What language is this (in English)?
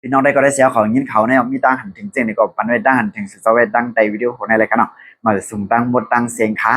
Shan